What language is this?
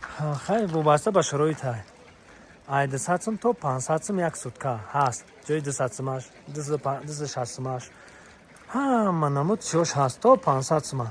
Tajik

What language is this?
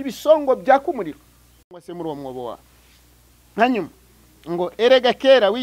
Kinyarwanda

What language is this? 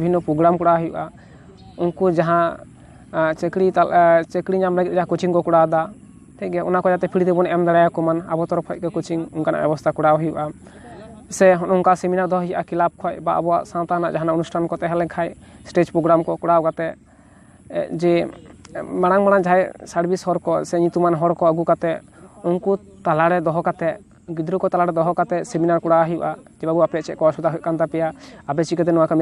Santali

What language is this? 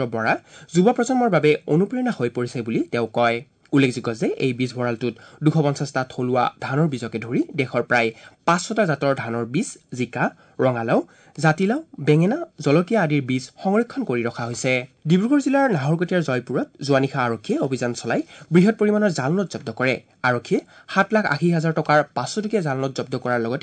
Assamese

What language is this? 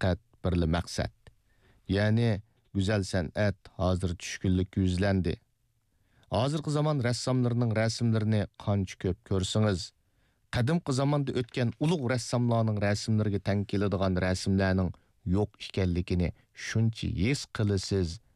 Uyghur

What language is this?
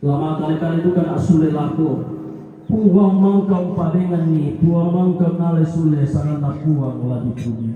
Toraja-Sa'dan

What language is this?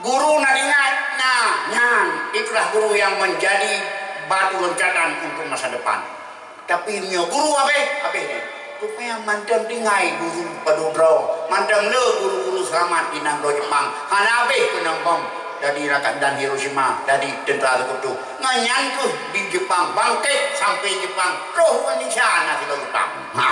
Achinese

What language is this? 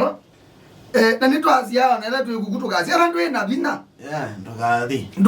Kamba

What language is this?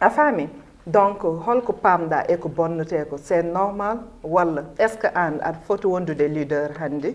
Fula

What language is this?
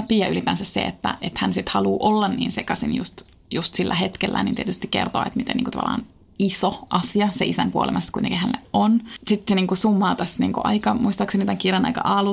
Finnish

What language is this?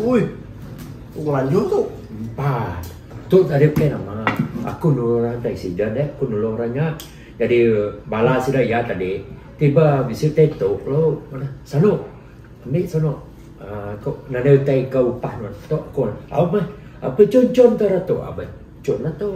Iban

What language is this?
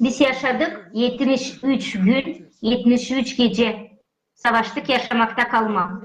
Gagauz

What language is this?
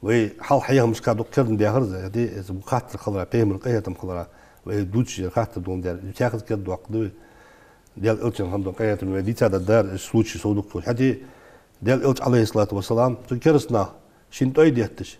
Ingush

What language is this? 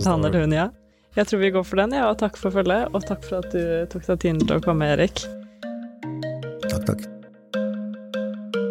Norwegian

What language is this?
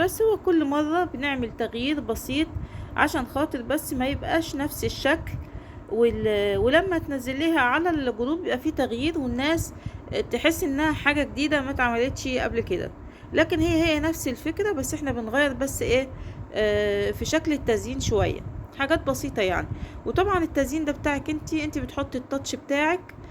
Egyptian Arabic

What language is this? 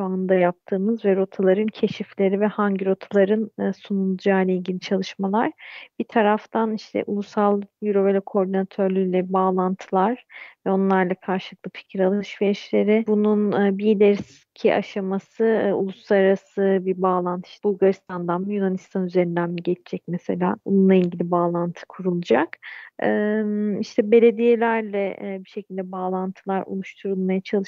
Turkish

